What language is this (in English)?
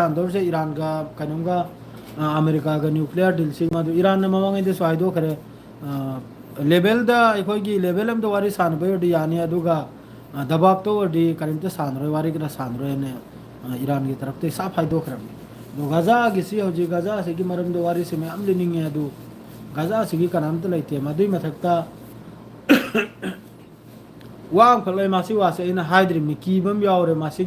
Manipuri